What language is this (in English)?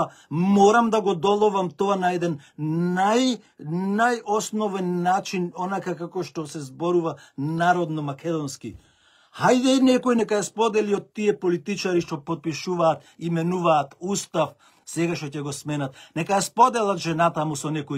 Macedonian